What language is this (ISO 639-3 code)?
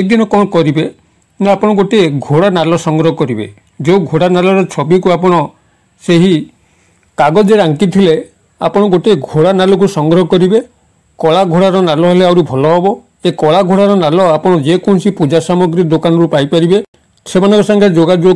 ori